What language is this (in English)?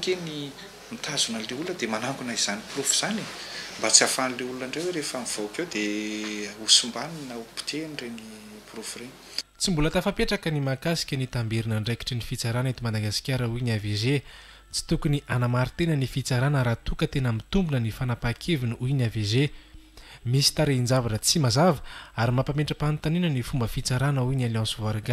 Malagasy